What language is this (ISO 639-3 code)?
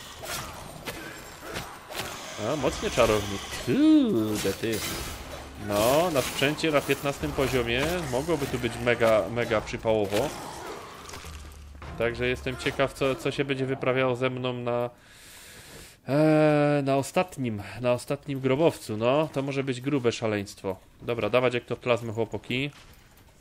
pol